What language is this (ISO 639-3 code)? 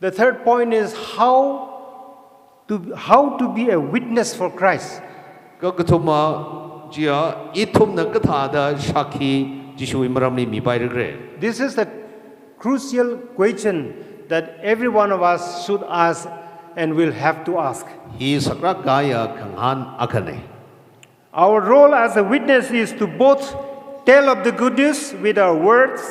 nmf